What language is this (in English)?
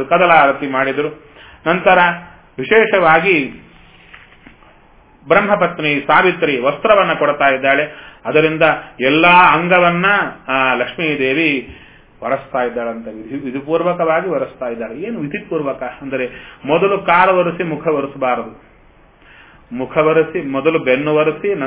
Kannada